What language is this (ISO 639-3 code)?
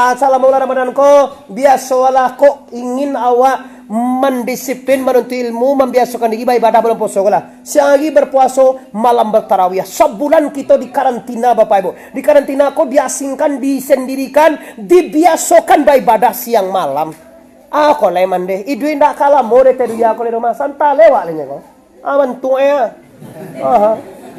min